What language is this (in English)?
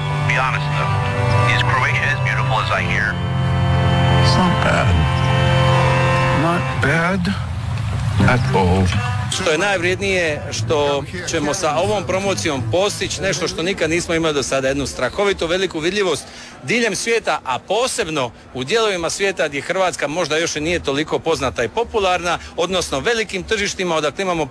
Croatian